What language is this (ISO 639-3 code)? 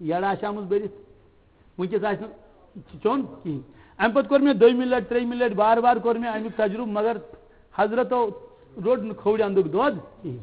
kas